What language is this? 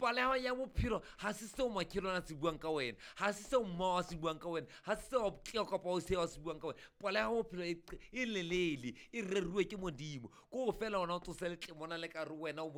Southern Sotho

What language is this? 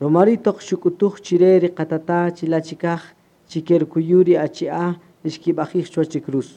Kaqchikel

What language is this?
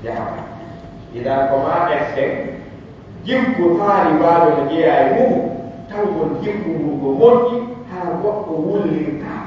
Pular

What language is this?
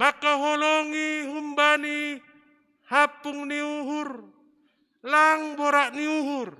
Batak Simalungun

